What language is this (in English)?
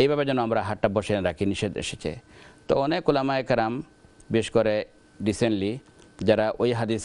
Bangla